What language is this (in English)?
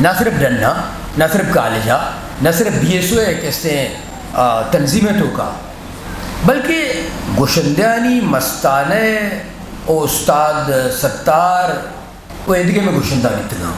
Eastern Balochi